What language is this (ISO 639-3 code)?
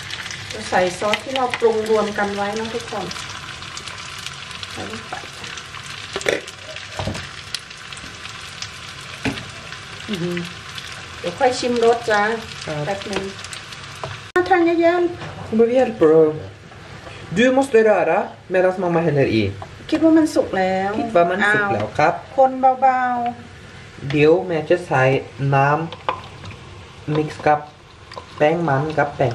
tha